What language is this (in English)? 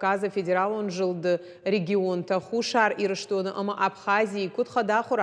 Ossetic